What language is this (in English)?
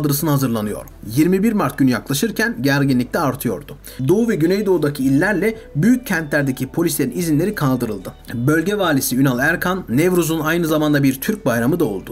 Turkish